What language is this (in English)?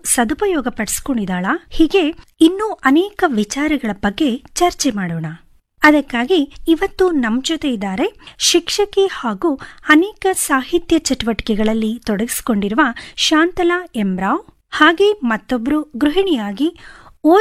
Kannada